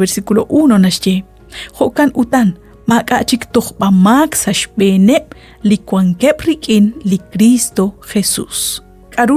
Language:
Kekchí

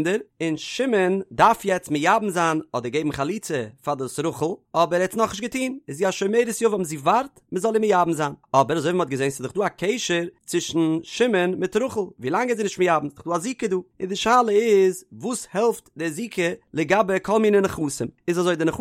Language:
Yiddish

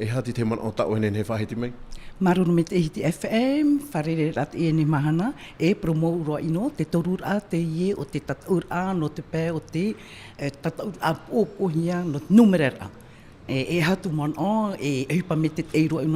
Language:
Tahitian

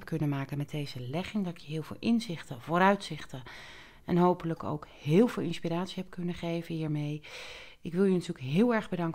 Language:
Dutch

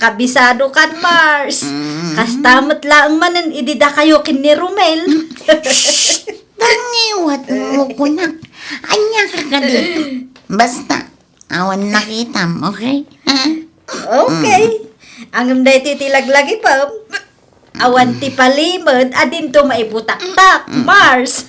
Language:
Iloko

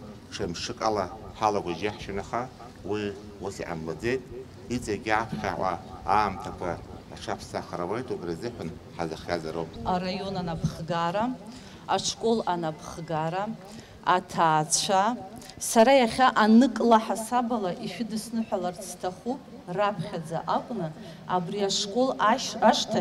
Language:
Abkhazian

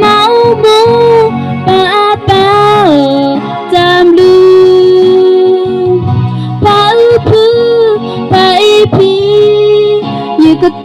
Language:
S'gaw Karen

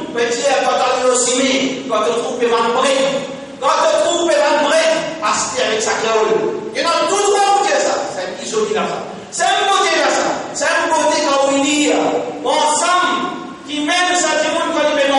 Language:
Morisyen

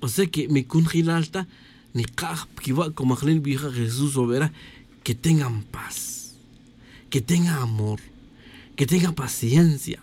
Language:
Tz'utujil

